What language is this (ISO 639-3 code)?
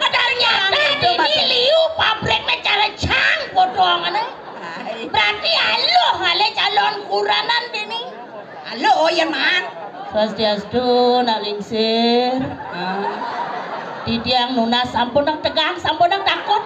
ban